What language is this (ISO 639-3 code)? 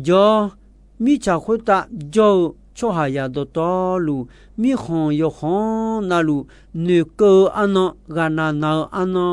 ahk